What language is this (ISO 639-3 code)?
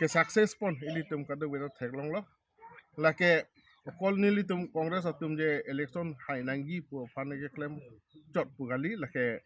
mjw